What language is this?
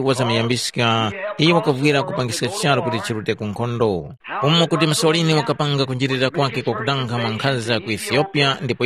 Tumbuka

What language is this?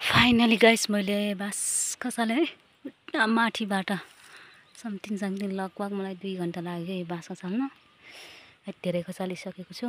Nepali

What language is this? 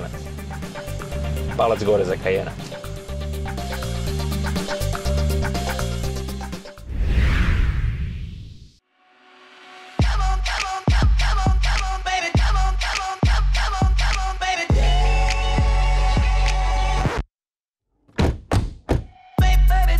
Croatian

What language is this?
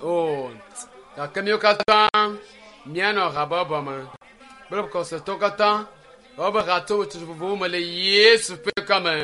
Ewe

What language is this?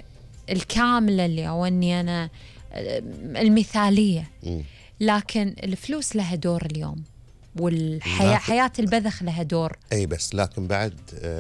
Gulf Arabic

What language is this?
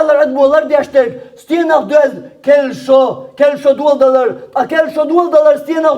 Chechen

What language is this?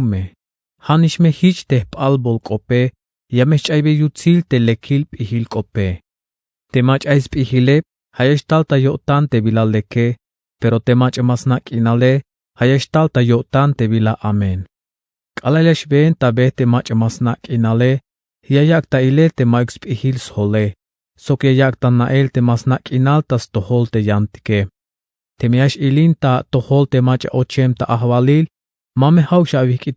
Tzeltal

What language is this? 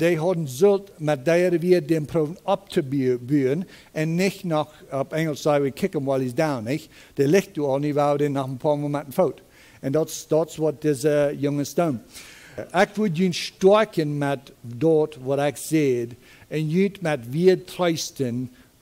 Plautdietsch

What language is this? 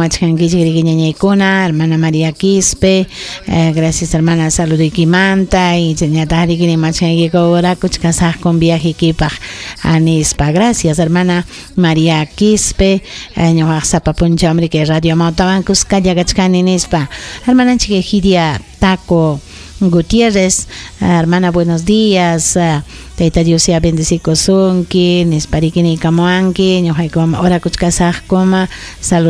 Ayacucho Quechua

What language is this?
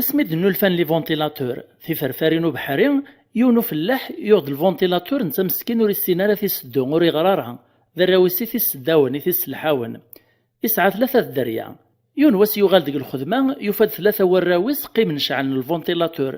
Kabyle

